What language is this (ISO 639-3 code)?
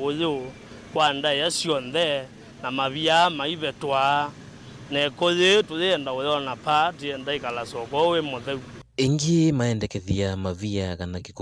kam